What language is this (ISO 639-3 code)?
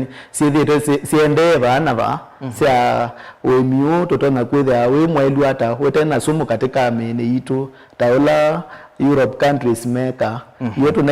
kam